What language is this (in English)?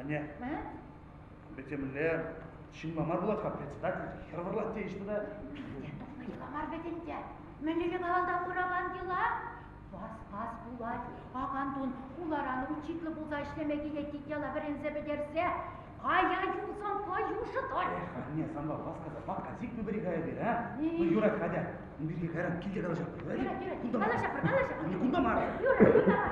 Chuvash